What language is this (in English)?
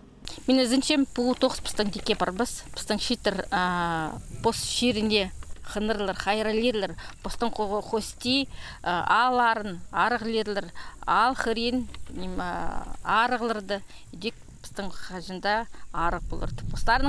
Khakas